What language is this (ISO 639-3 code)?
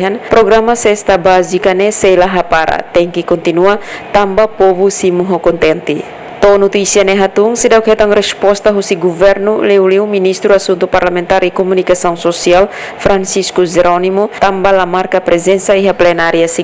tet